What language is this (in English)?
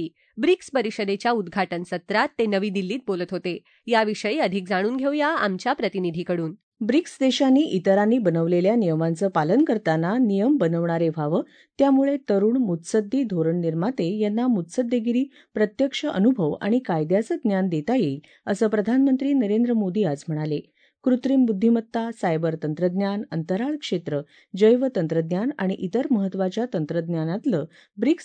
Marathi